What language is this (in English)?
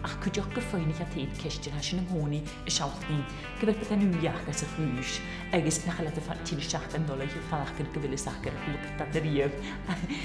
Scottish Gaelic